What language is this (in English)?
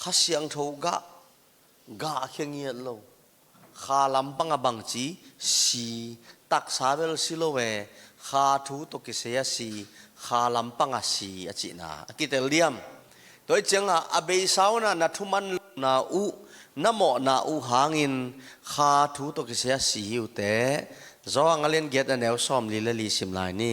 Tedim Chin